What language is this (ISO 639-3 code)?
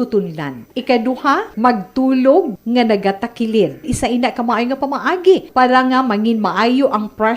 hil